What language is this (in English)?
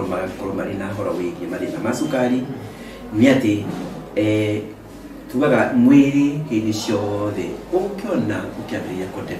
Kikuyu